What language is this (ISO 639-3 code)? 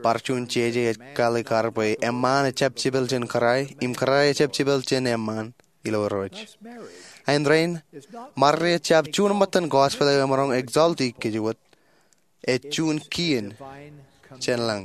mah